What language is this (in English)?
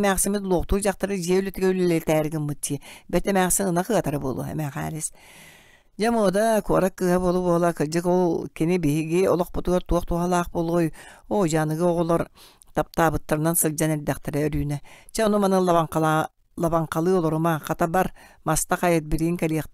Yakut